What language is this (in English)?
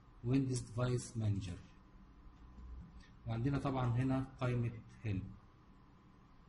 Egyptian Arabic